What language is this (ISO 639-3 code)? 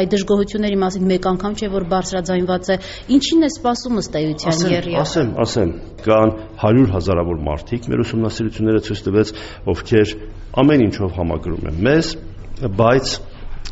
hye